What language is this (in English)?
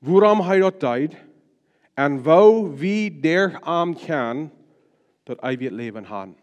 Plautdietsch